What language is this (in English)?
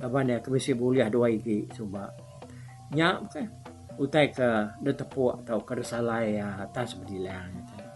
Iban